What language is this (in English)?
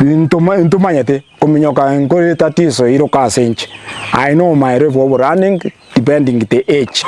Gusii